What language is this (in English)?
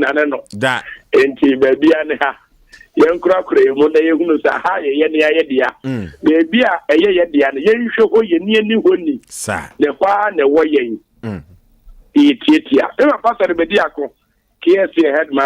Akan